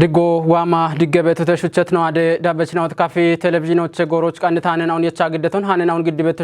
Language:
Kafa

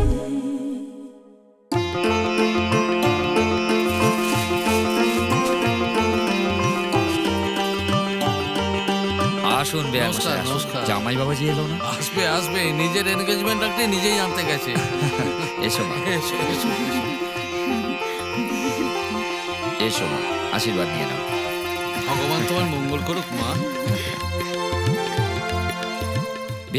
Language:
Bangla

